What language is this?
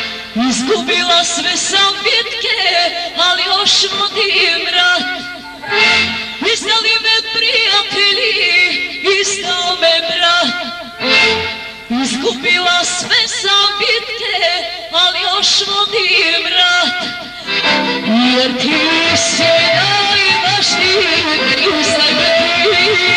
Serbian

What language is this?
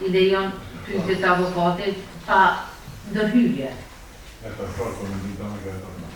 Albanian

